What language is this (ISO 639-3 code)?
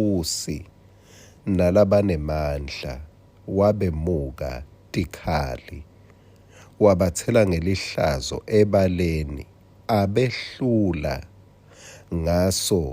ssw